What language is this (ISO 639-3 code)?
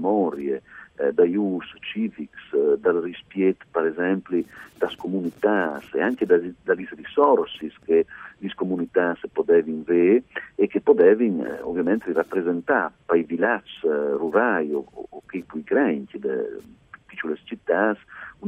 fur